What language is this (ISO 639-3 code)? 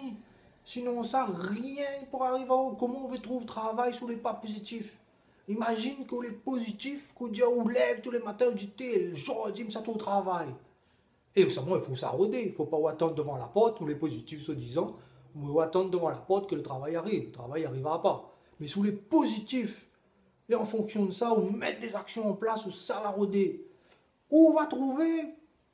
rcf